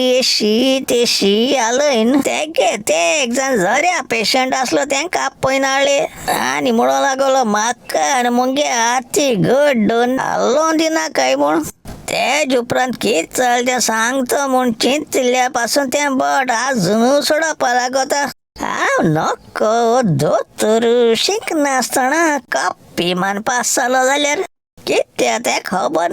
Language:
Konkani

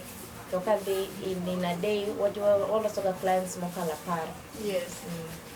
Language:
Luo (Kenya and Tanzania)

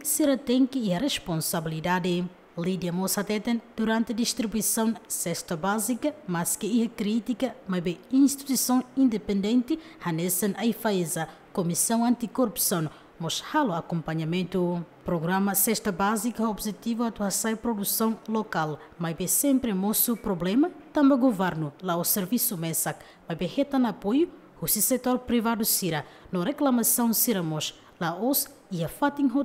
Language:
Tetum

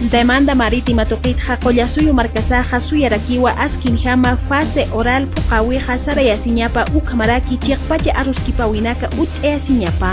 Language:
Aymara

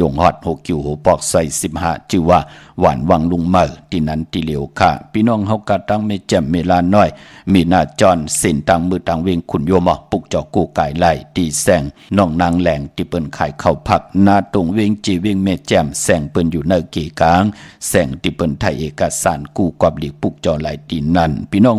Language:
Shan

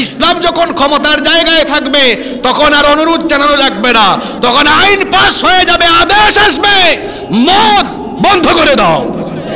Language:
Bangla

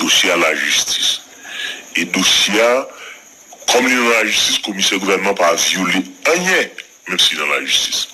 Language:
Haitian Creole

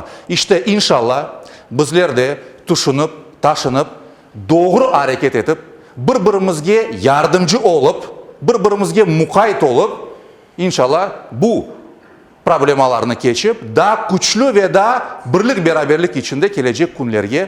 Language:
Crimean Tatar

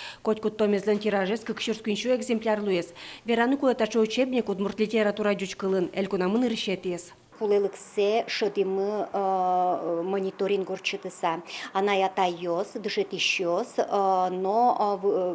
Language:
Udmurt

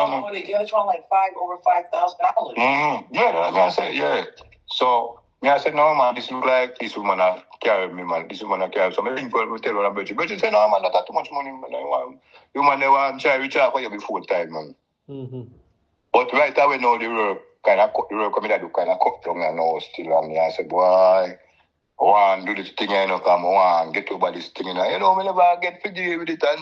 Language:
Jamaican Creole English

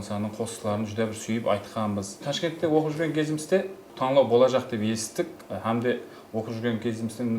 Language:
Kara-Kalpak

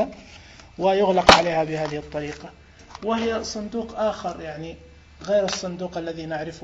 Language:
Najdi Arabic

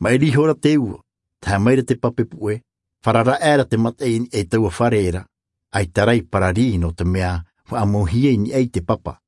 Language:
Tahitian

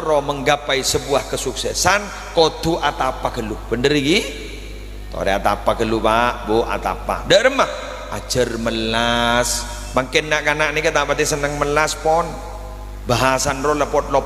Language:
Madurese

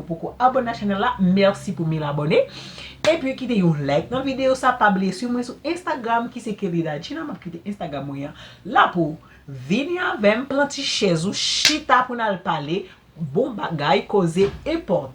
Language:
Haitian Creole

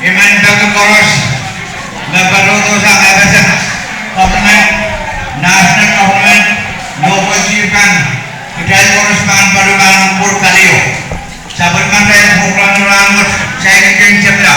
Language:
Pohnpeian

